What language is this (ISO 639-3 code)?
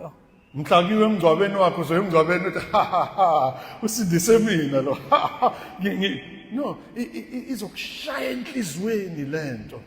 zul